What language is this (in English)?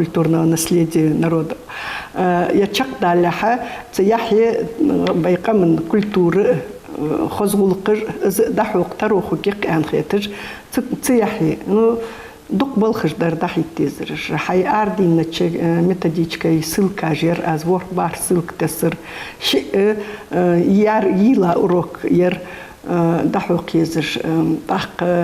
Ingush